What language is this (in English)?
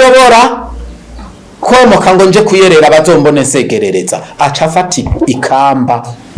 Rundi